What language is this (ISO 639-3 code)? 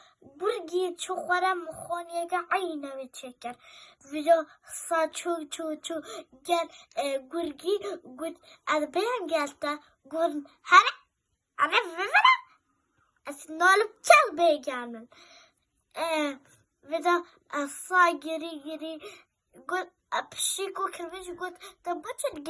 kur